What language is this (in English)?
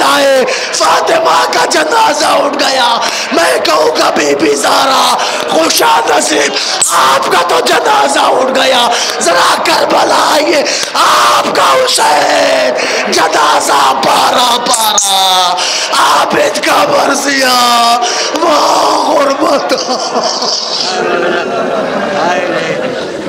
Urdu